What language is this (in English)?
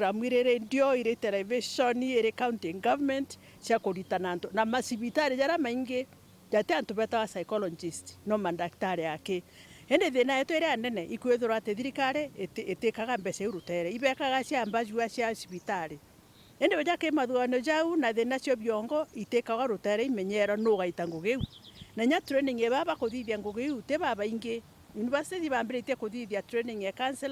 Meru